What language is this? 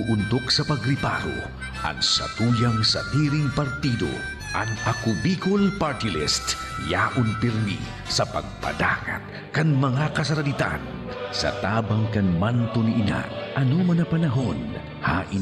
Bikol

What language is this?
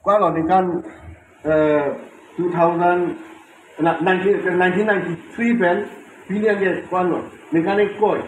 Karbi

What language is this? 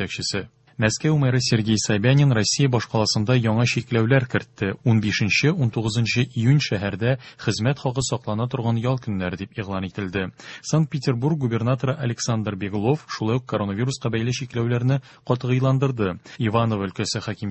Tatar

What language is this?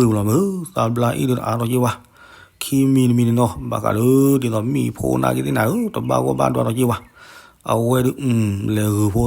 S'gaw Karen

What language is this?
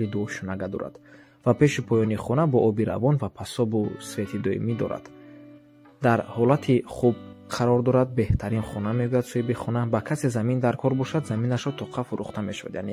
Tajik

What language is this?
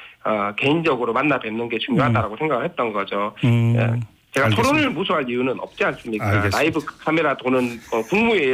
Korean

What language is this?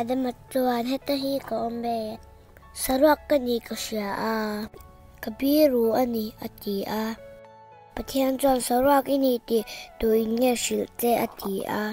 Mizo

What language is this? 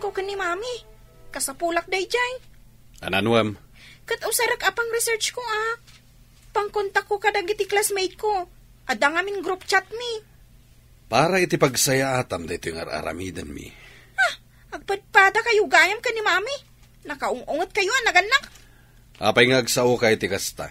Iloko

